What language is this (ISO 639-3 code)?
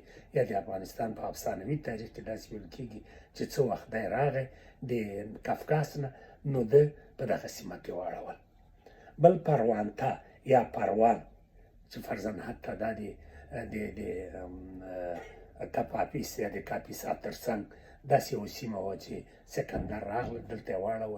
pus